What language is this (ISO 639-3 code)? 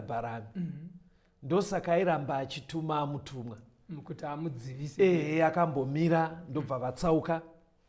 sna